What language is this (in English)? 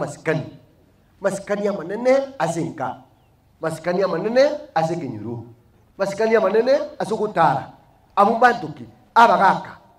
Gusii